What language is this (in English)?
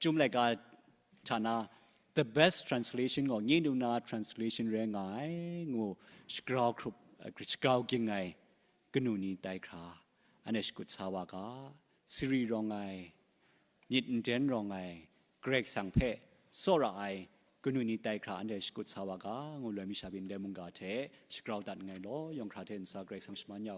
Kachin